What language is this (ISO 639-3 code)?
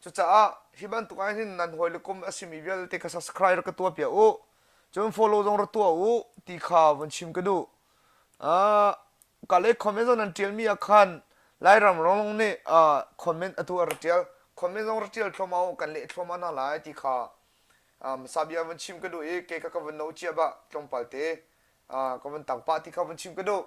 cnh